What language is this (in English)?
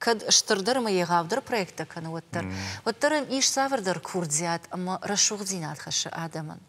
Ossetic